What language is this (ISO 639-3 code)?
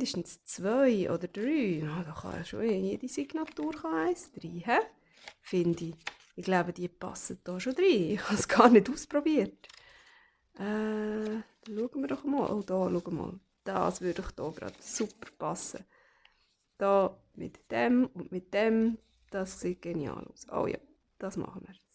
gsw